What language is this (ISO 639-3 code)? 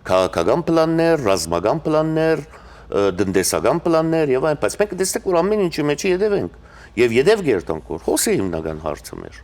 hyw